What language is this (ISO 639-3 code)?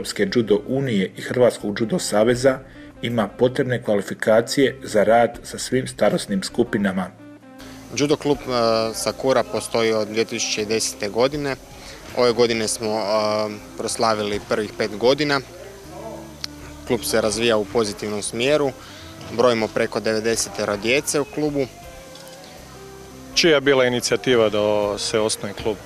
hrv